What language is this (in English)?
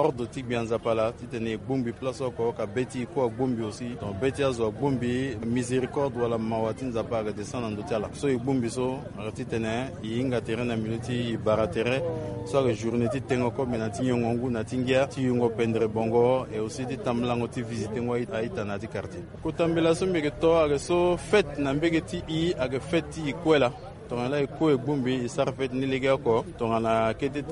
Sango